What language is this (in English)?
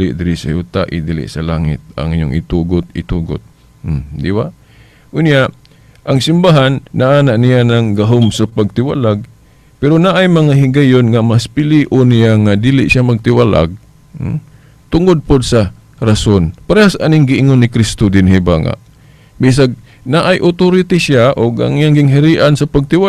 Cebuano